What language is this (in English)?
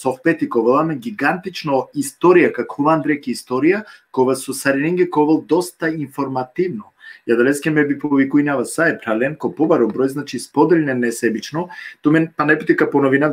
Balkan Romani